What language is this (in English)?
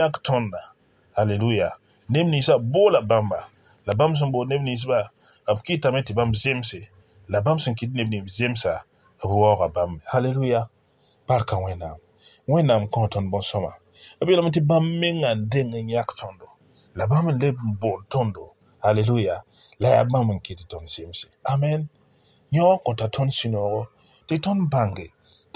Mossi